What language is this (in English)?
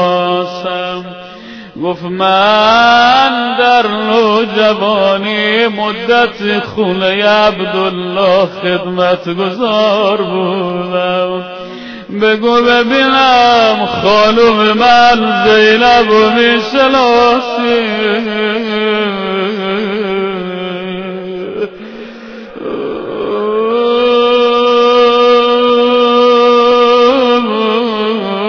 Persian